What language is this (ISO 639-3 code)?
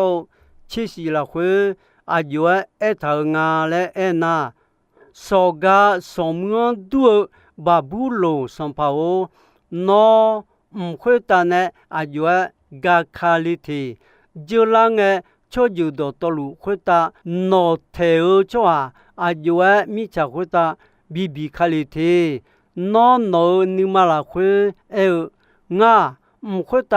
ahk